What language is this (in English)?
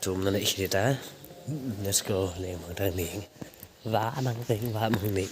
Paite Chin